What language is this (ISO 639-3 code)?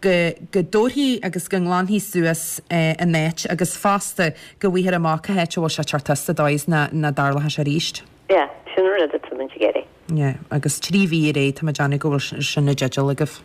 gle